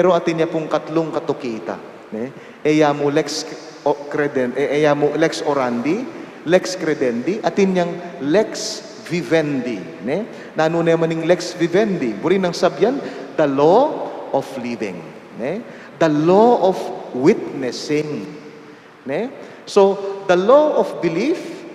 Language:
Pampanga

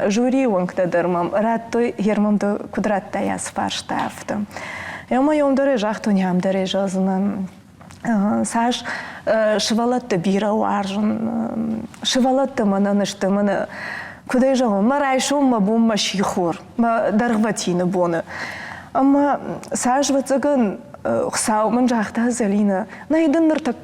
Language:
Ossetic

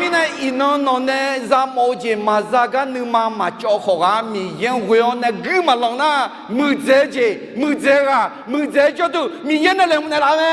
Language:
Akha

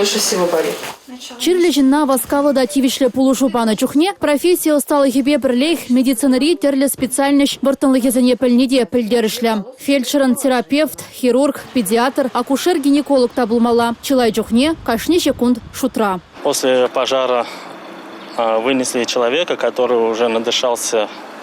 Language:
Chuvash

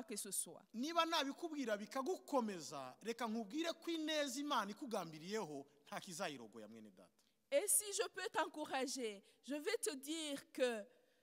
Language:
Kinyarwanda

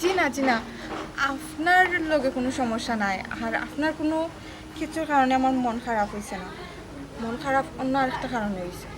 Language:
Sylheti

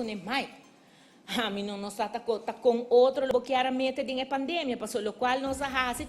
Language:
Papiamento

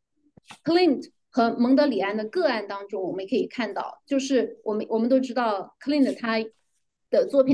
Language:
Chinese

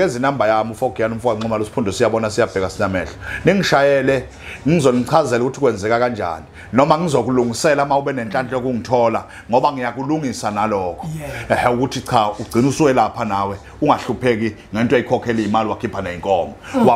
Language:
Zulu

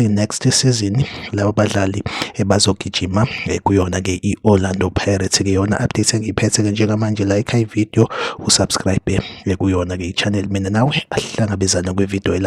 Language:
Zulu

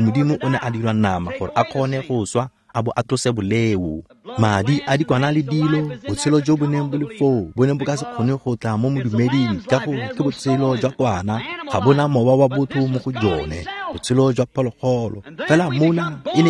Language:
Tswana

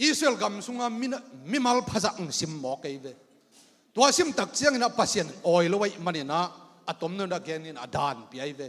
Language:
Tedim Chin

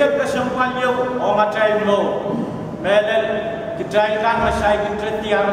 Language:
Pohnpeian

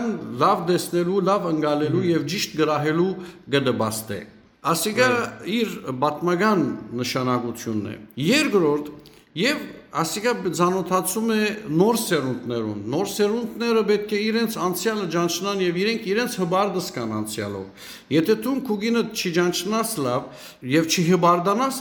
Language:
Western Armenian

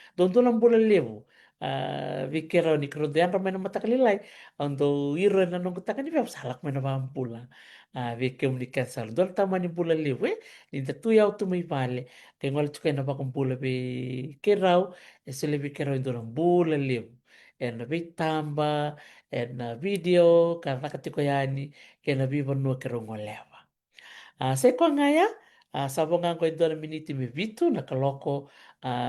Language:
Fijian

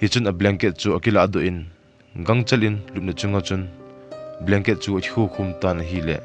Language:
Thado Chin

